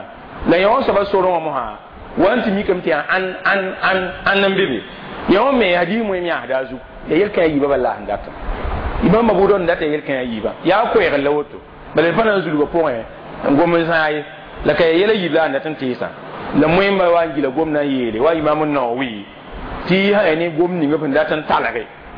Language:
Mossi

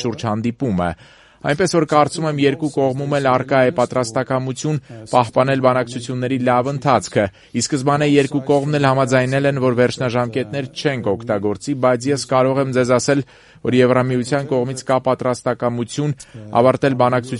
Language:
Armenian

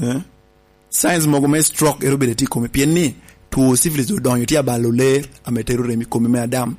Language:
Lango (Uganda)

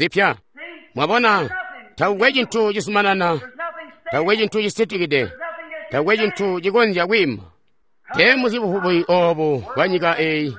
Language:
Tonga (Zambia)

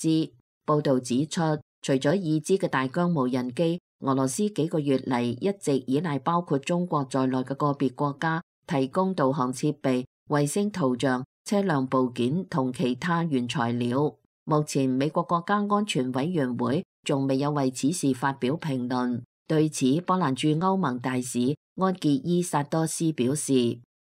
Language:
Cantonese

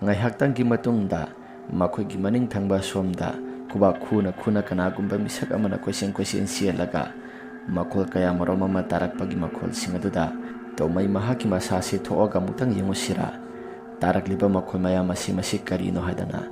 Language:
Manipuri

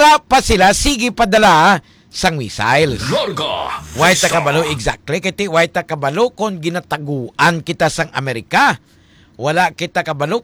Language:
Hiligaynon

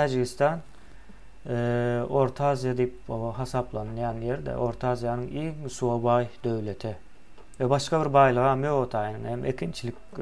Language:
Turkmen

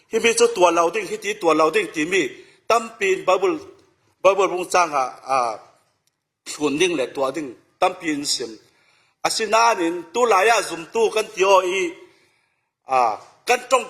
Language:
Falam Chin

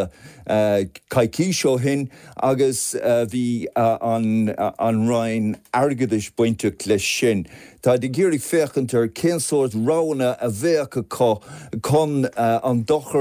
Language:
Irish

